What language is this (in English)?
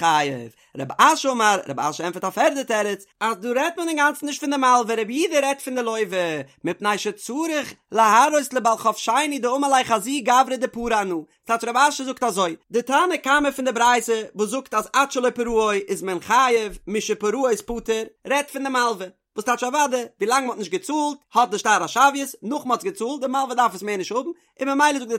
Yiddish